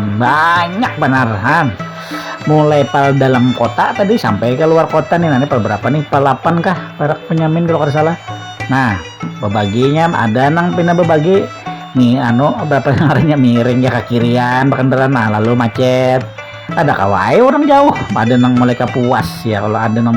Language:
Banjar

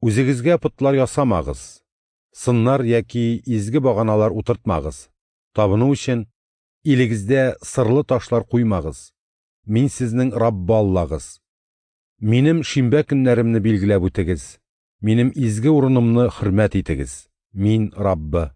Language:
Tatar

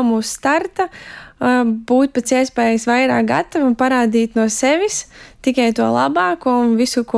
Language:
Latvian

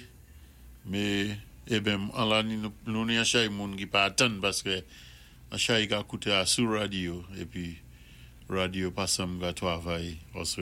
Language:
Saint Lucian Creole French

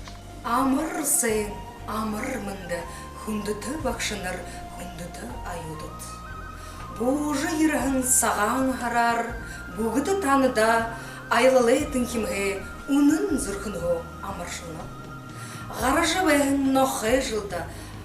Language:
Buriat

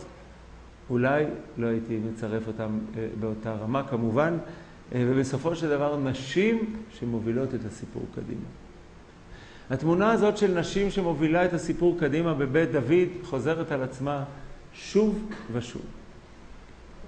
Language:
Hebrew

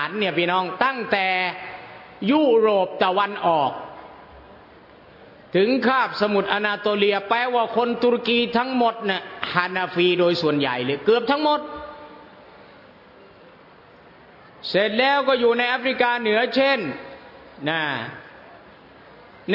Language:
Thai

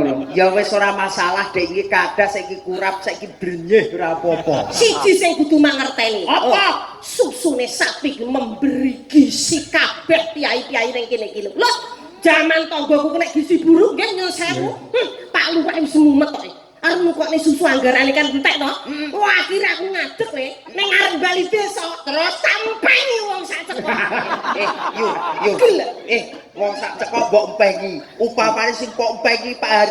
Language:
Javanese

